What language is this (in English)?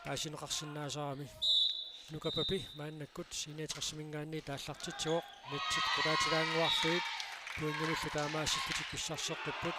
Kalaallisut